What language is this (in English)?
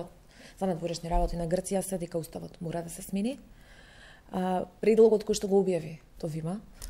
Macedonian